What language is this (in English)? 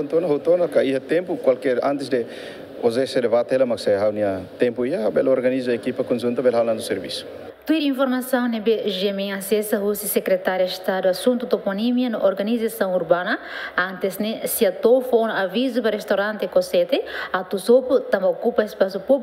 Tetum